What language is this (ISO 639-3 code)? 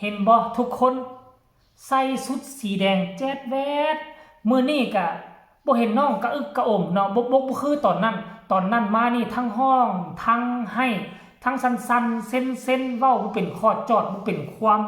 tts